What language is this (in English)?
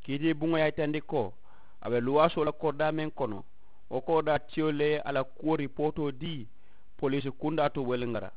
Mandingo